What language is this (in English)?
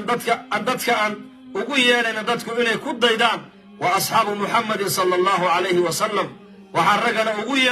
Somali